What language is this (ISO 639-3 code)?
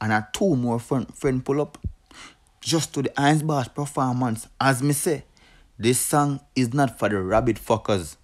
jam